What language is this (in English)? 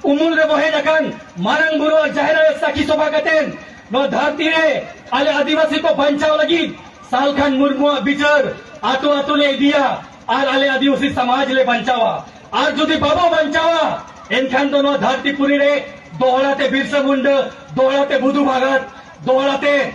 Santali